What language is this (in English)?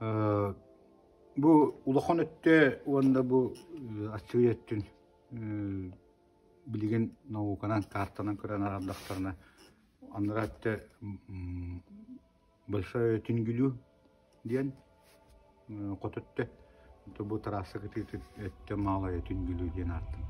Yakut